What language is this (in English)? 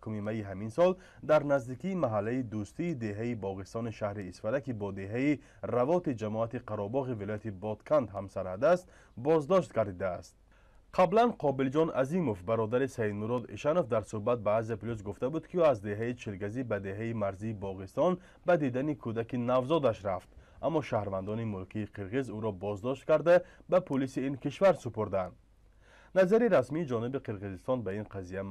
Tajik